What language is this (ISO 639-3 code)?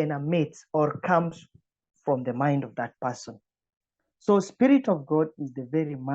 eng